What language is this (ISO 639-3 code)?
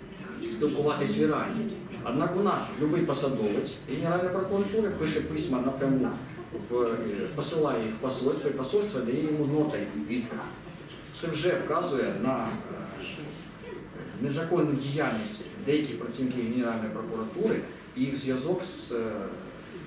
ukr